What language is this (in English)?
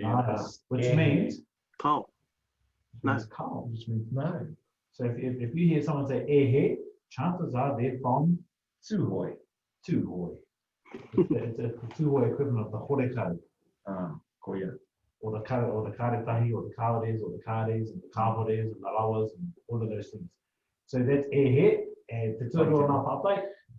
Māori